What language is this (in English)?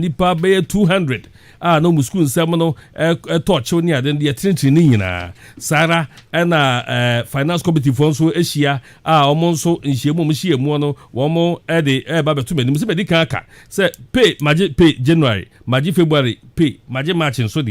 Akan